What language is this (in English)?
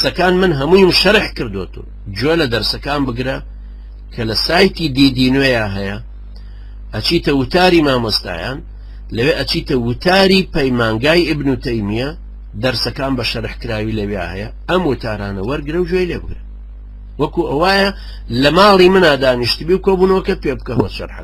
Central Kurdish